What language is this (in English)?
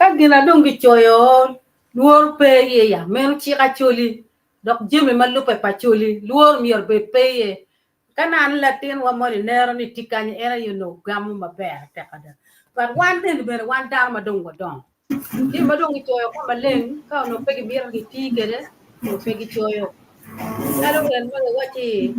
Acoli